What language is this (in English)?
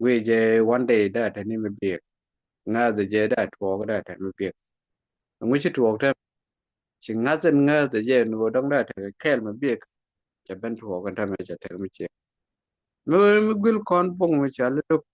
Nuer